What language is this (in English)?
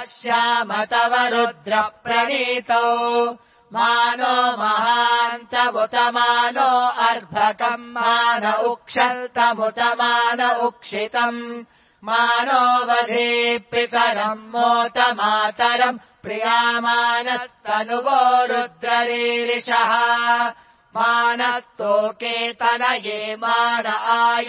Sanskrit